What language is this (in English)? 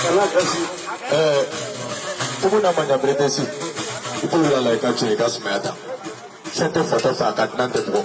Bambara